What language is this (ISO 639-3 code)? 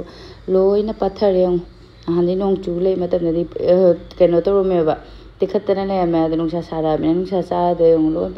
mni